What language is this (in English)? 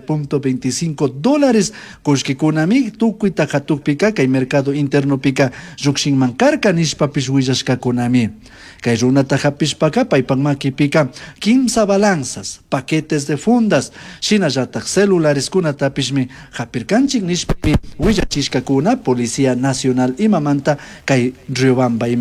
Chimborazo Highland Quichua